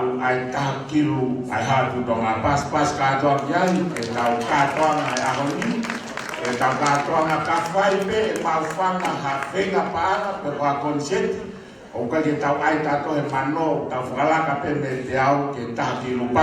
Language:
Tongan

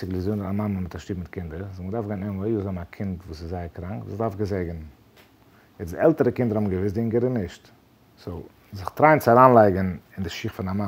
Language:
Yiddish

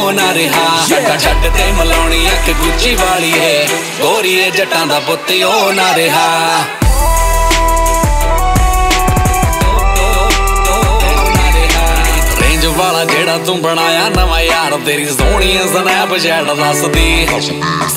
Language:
Punjabi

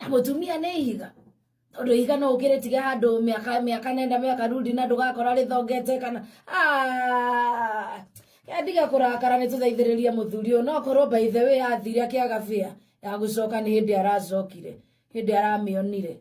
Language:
Kikuyu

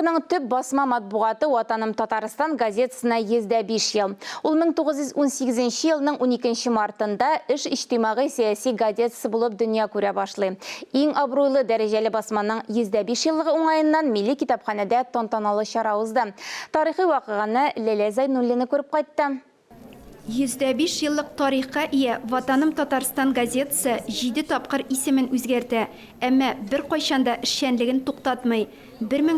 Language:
Tatar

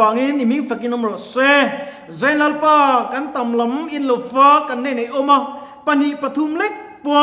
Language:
Mizo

